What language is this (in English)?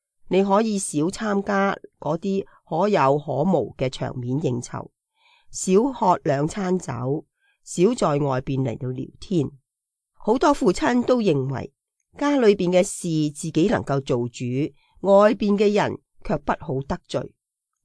Cantonese